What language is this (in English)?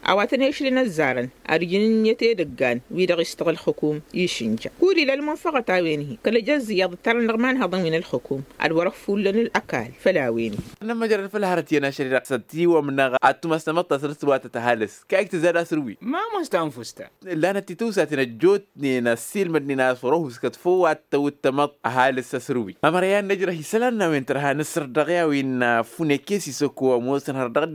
Tamasheq